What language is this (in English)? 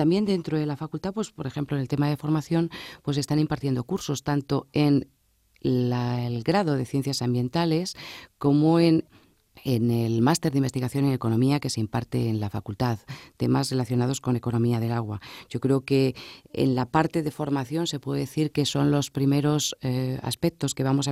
Spanish